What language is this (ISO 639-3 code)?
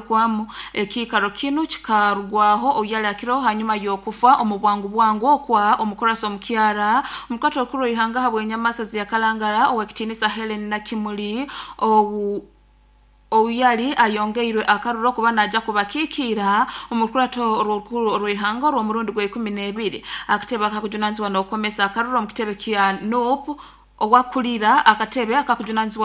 nyo